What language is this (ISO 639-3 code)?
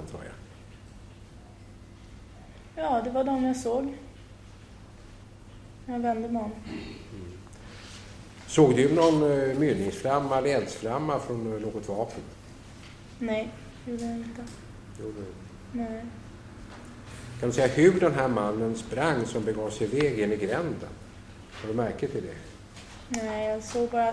swe